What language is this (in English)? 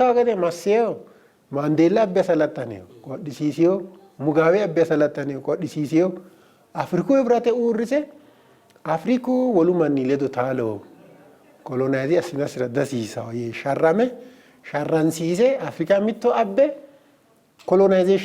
Sidamo